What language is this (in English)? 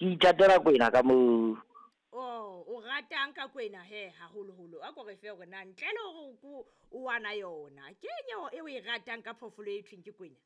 Southern Sotho